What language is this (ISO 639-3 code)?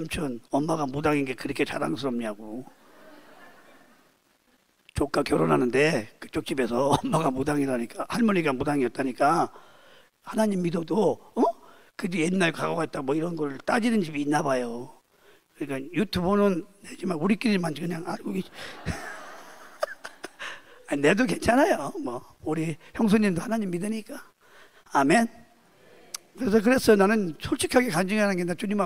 kor